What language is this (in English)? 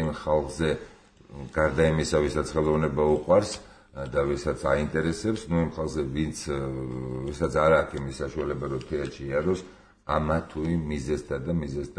Georgian